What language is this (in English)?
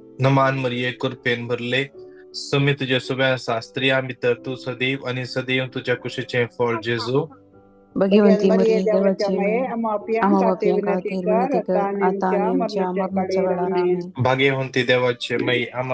Konkani